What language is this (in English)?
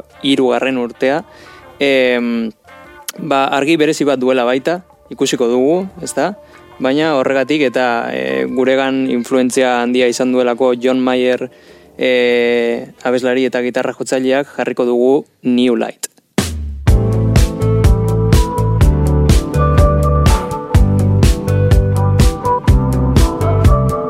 Basque